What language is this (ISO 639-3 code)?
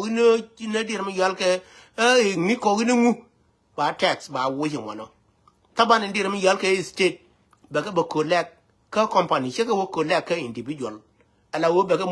nus